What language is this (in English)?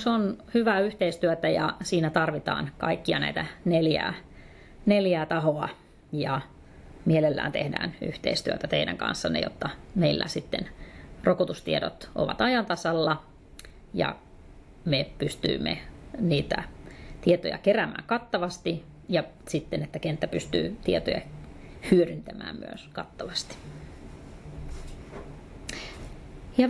Finnish